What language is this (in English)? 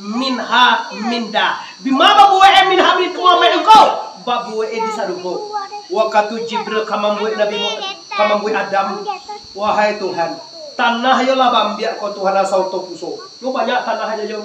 Minangkabau